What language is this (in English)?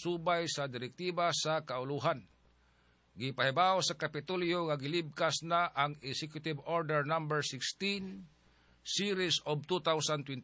Cebuano